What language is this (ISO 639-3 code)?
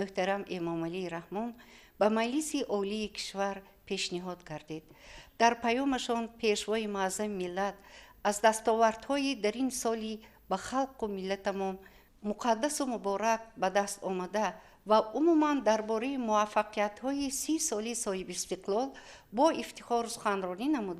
tgk